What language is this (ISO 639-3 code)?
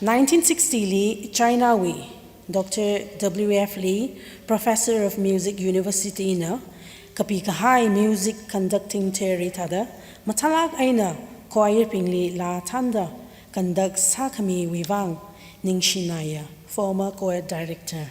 nmf